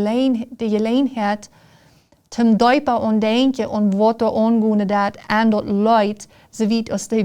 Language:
Plautdietsch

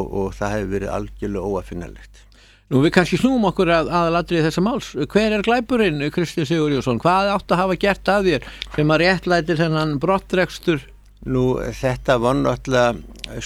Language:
Icelandic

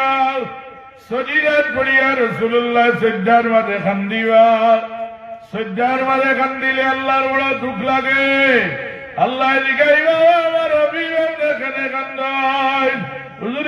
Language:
Sylheti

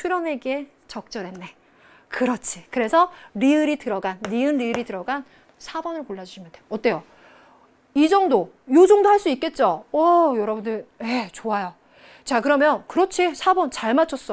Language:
Korean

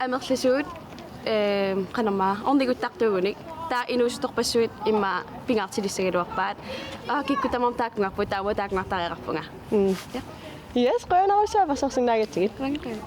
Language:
Kalaallisut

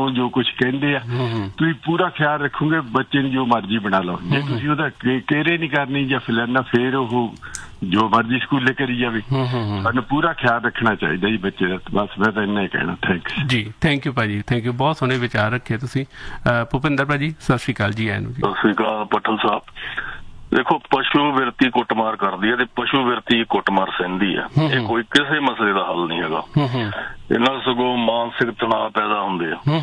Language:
Punjabi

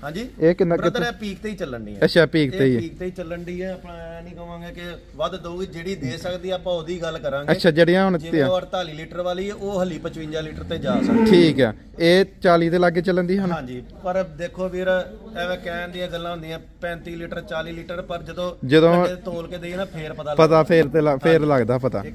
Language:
Punjabi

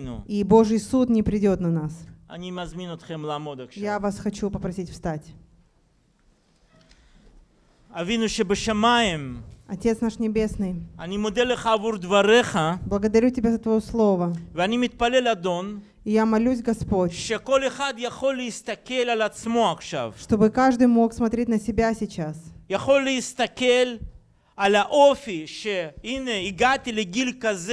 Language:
Russian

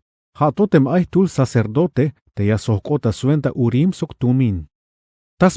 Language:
Tzeltal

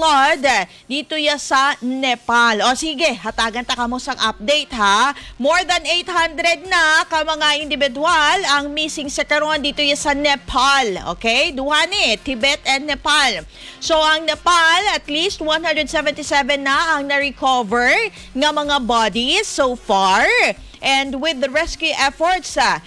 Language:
Hiligaynon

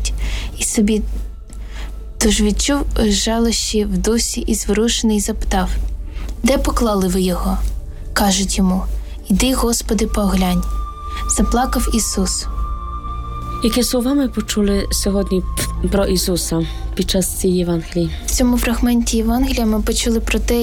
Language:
Ukrainian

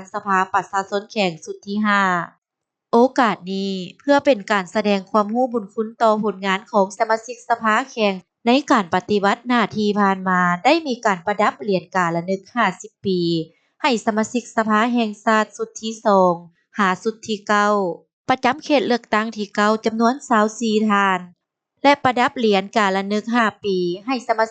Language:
Lao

